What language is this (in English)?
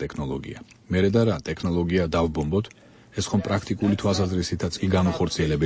Georgian